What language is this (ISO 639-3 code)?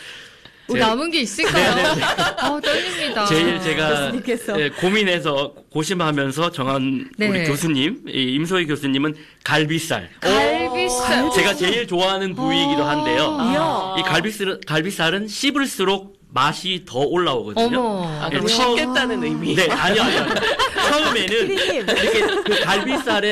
kor